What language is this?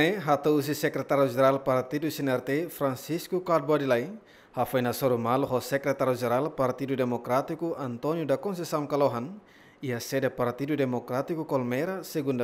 Tetum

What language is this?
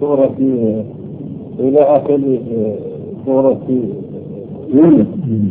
Arabic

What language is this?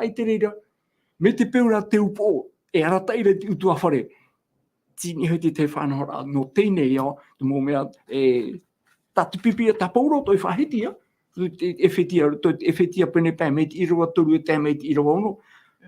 Tahitian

